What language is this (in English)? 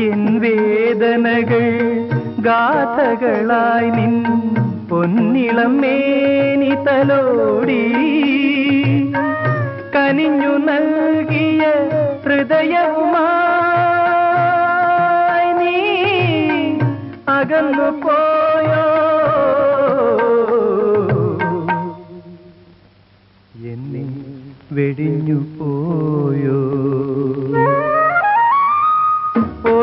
Malayalam